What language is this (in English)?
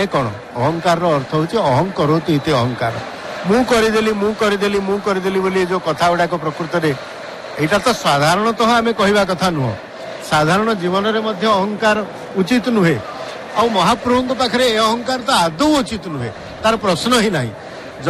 Odia